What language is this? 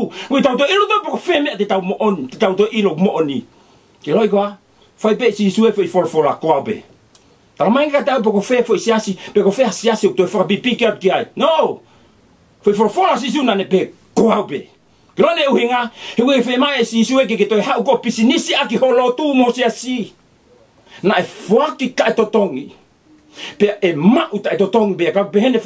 Tongan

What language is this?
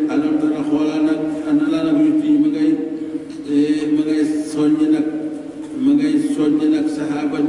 Wolof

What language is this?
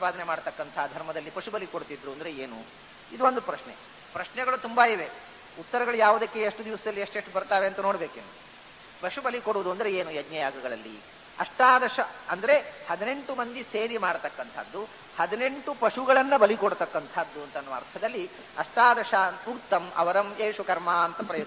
Kannada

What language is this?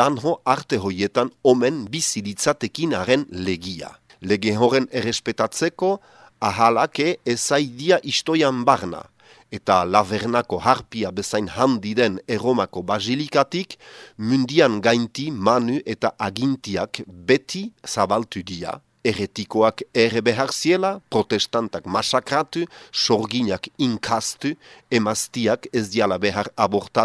Basque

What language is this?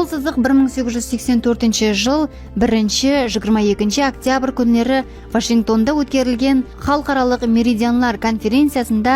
Kara-Kalpak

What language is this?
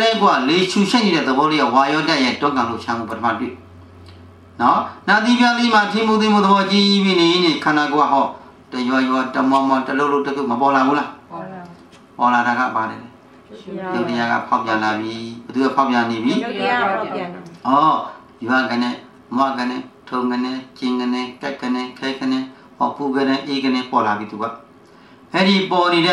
Burmese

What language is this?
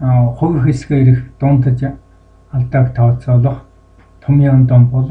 Mongolian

